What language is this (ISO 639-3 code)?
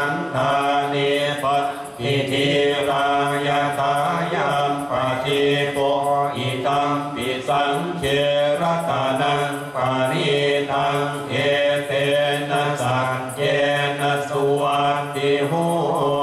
pli